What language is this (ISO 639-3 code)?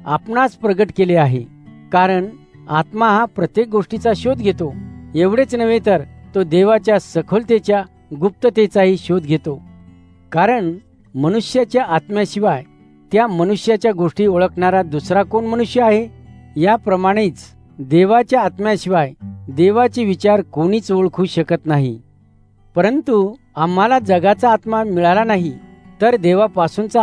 mar